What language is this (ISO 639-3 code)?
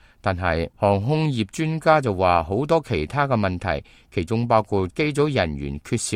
yue